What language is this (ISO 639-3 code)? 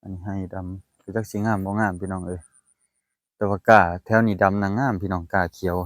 lao